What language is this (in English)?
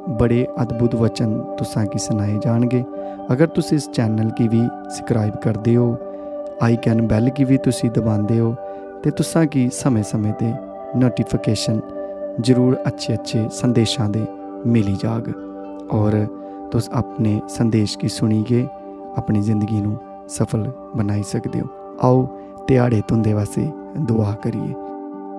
Dogri